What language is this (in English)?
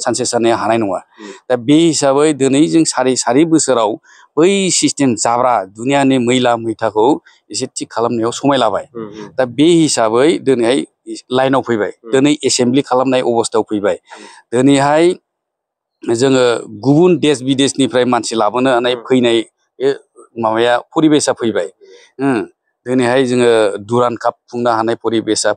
Bodo